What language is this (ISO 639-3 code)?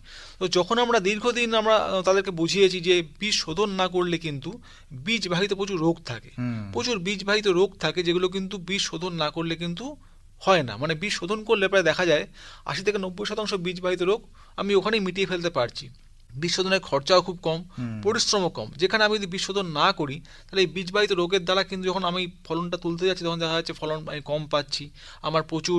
ben